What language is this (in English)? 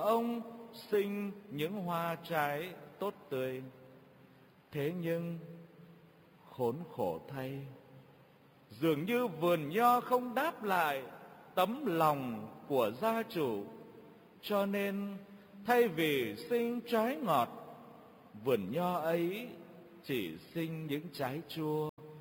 Vietnamese